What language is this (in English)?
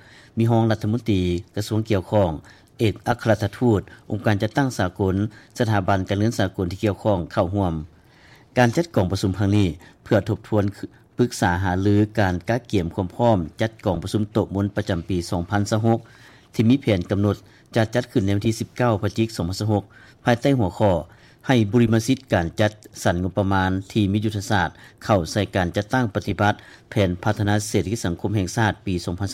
Lao